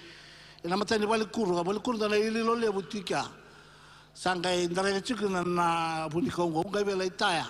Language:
Fijian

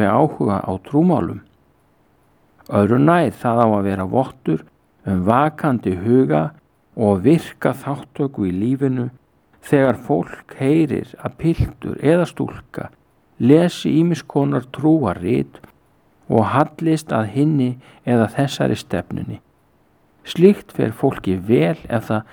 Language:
Icelandic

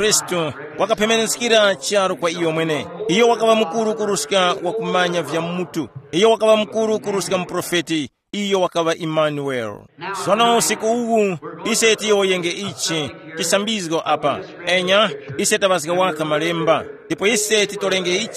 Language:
Tumbuka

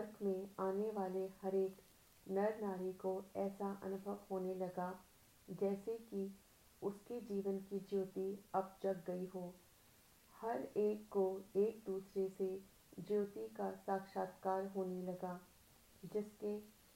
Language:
Hindi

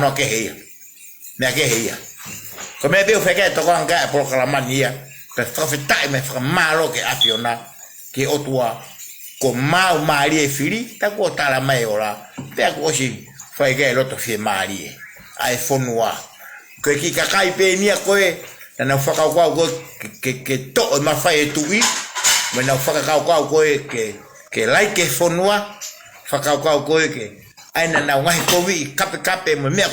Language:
Tongan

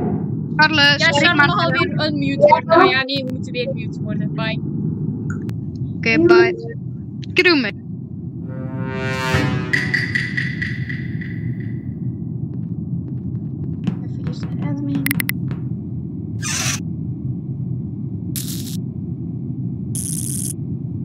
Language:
Dutch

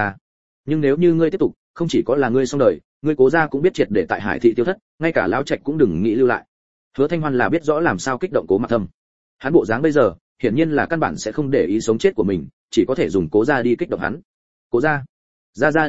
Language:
Vietnamese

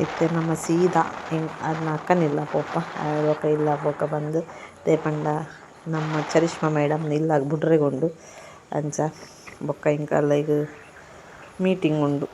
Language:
Tulu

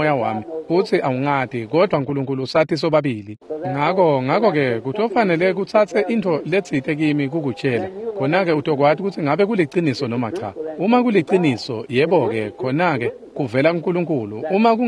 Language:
Swati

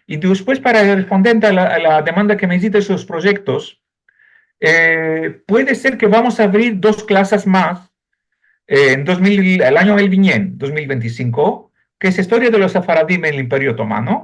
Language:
Ladino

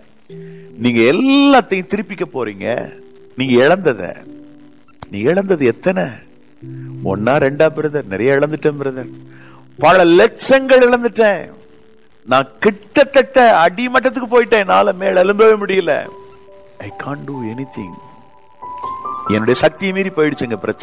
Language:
Tamil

